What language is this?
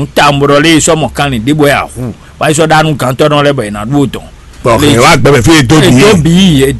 Fon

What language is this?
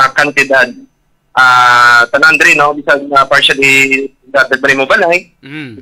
Hiligaynon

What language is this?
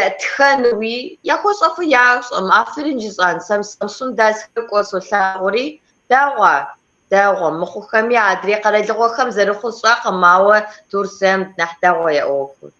Kabardian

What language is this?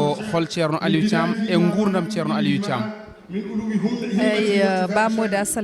Fula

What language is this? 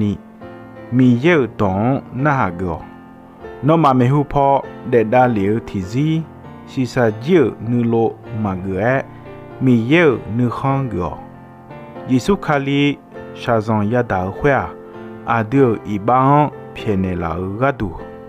Akha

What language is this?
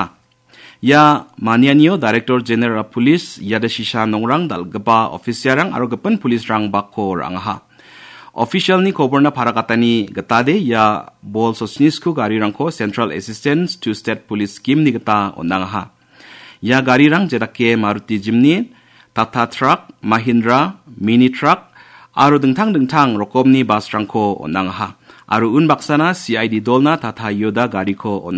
Garo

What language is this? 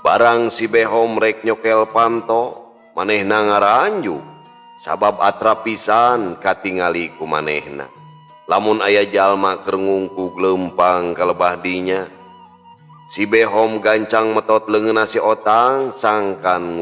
Sundanese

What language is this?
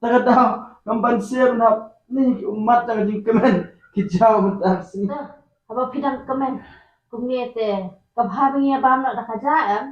Khasi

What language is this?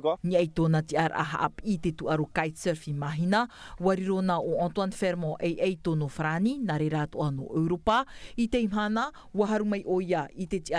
Tahitian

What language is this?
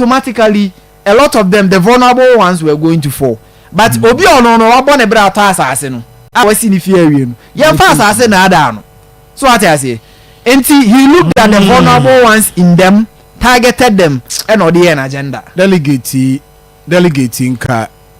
Akan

